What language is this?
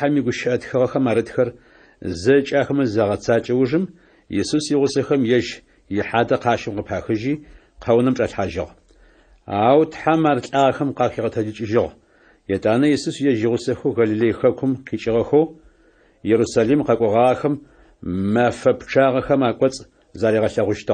Adyghe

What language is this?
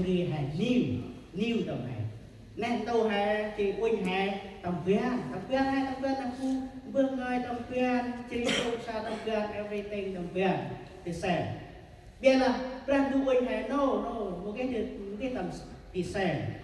Central Mnong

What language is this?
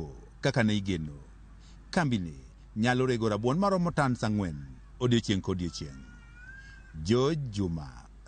Luo (Kenya and Tanzania)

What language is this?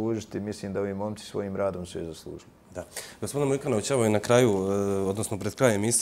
Bosnian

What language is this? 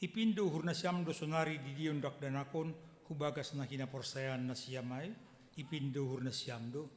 Batak Simalungun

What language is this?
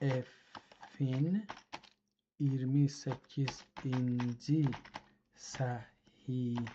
South Azerbaijani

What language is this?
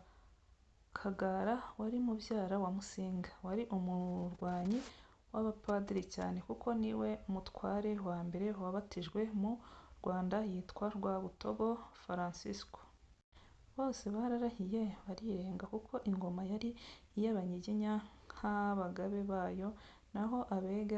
Kinyarwanda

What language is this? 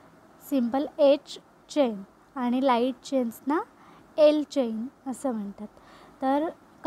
Marathi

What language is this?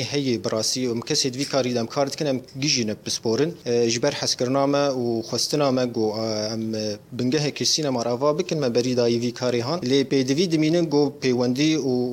Kurdish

